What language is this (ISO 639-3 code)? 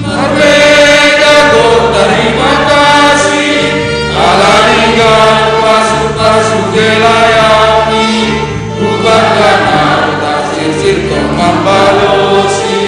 bts